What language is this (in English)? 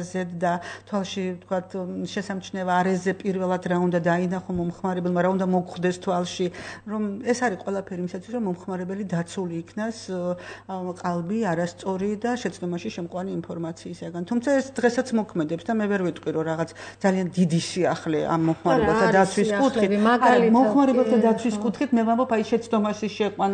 Georgian